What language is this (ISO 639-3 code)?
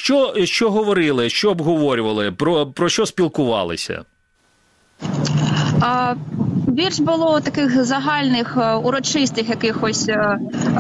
ukr